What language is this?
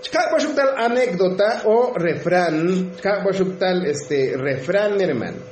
Tzotzil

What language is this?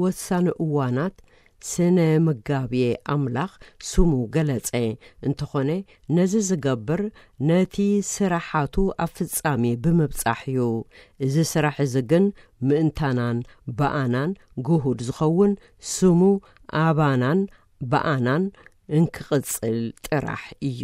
Tigrinya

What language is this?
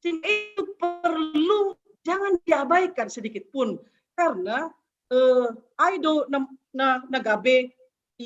Batak Simalungun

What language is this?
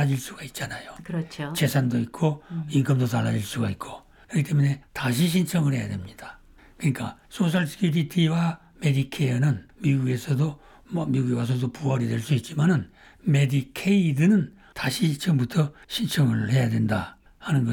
Korean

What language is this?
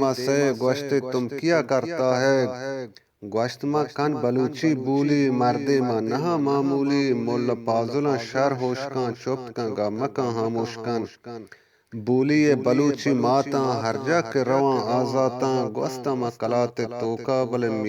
Eastern Balochi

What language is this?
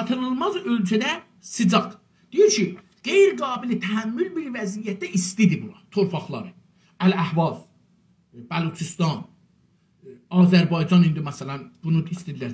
South Azerbaijani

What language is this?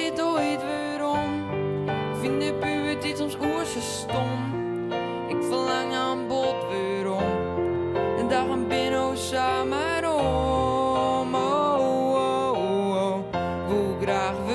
Western Frisian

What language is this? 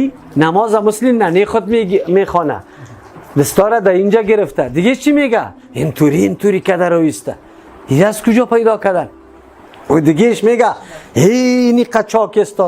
Persian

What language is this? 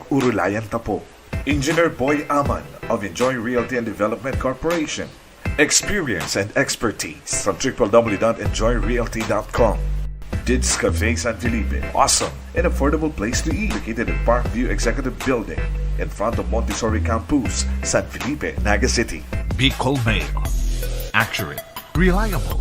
Bikol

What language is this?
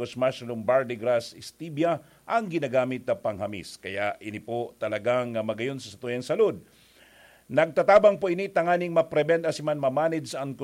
Bikol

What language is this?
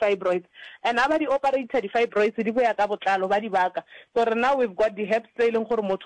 Northern Sotho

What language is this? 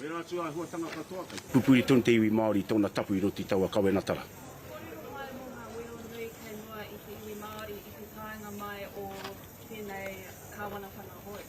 Māori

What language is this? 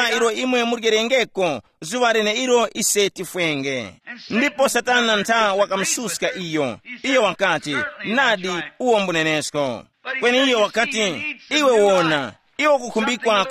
Tumbuka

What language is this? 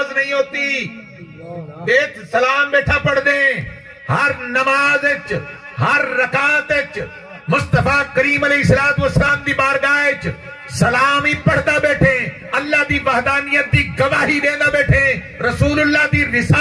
Saraiki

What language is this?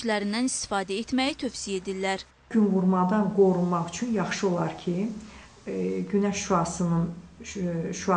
Azerbaijani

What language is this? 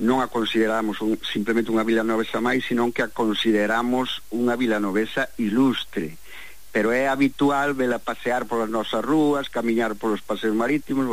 Galician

